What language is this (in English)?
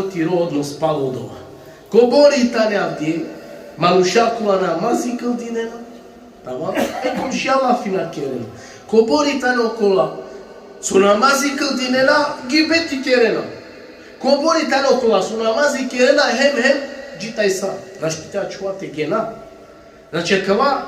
Balkan Romani